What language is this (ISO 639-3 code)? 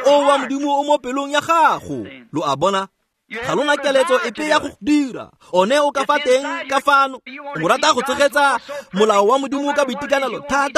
tsn